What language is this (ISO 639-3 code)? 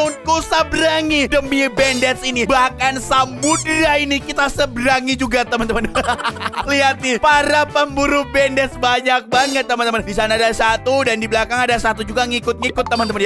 ind